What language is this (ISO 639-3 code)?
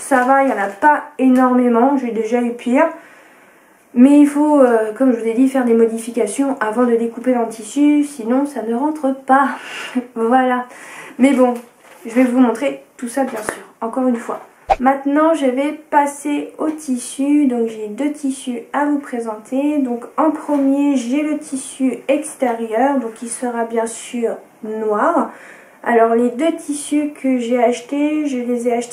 fra